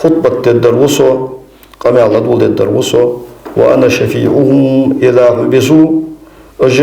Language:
Ingush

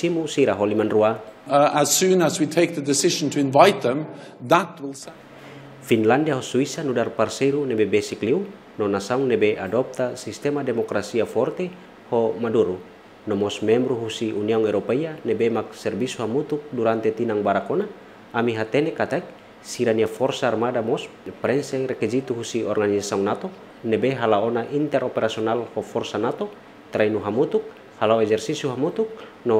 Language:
Tetum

